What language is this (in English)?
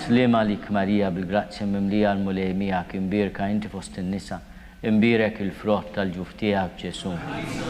Maltese